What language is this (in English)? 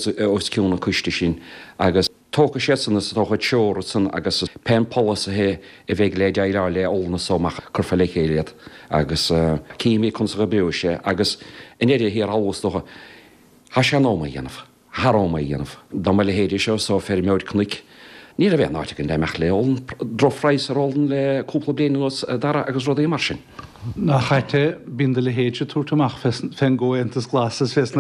Irish